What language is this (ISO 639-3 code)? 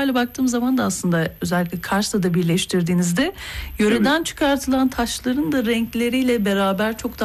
tur